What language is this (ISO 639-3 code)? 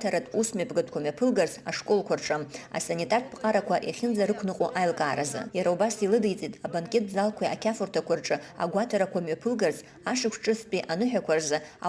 abk